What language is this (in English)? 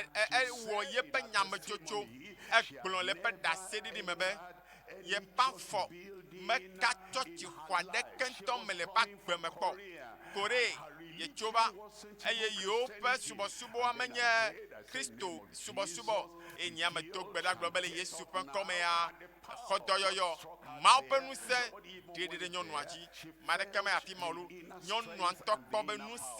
Ewe